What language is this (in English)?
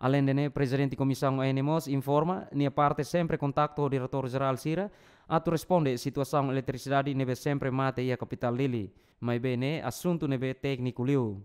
Tetum